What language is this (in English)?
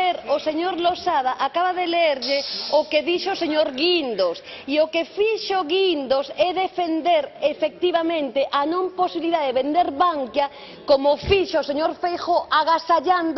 Galician